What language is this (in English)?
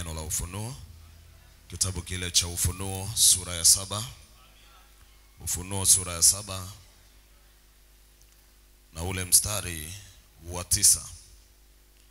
Swahili